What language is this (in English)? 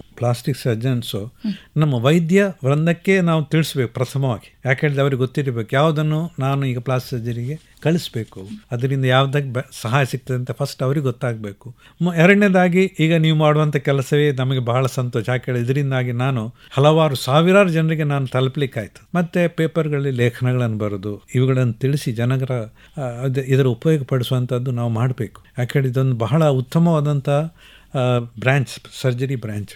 Kannada